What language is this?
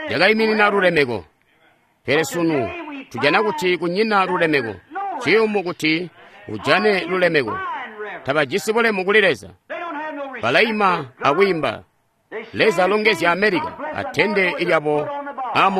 Tonga (Zambia)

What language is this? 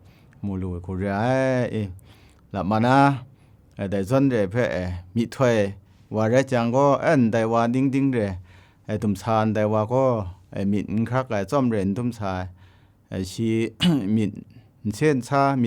Kachin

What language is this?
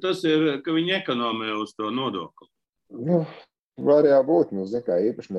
Latvian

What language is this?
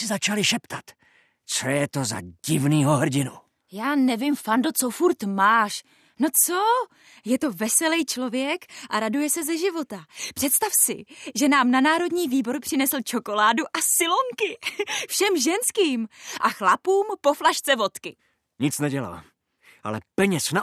Czech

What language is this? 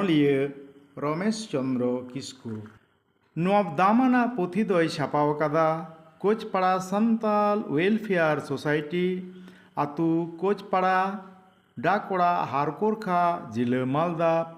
Santali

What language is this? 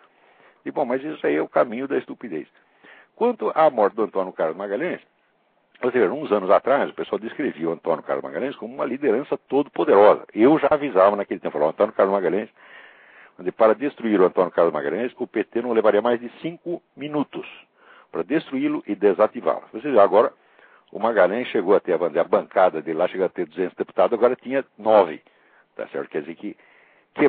Portuguese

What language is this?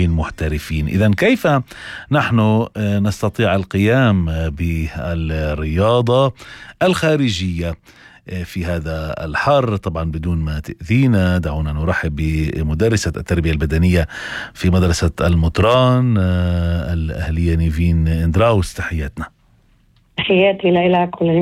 North Levantine Arabic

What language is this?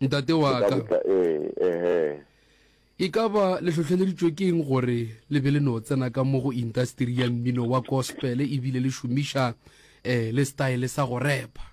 Northern Sotho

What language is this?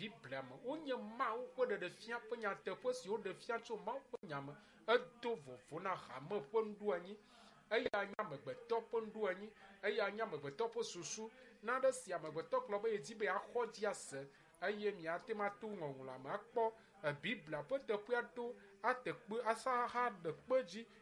Ewe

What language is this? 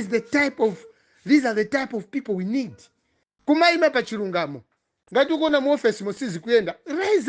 Nyanja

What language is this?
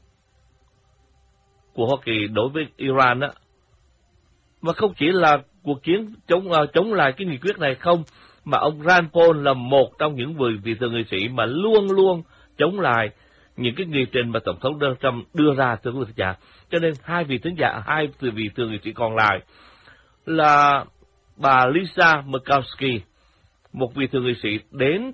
Vietnamese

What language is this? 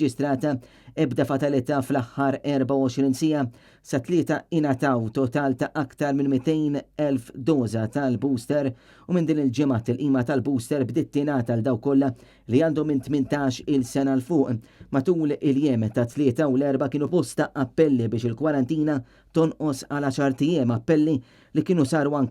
Maltese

